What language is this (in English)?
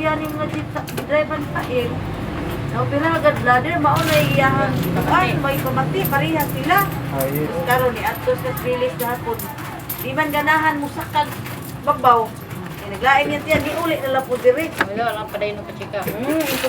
Cebuano